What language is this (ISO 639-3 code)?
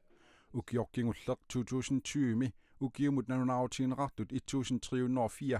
kal